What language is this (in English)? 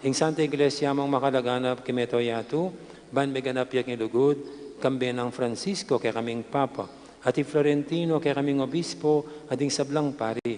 Pampanga